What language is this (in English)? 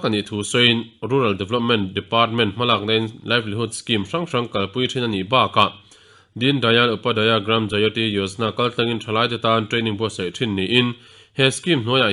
Mizo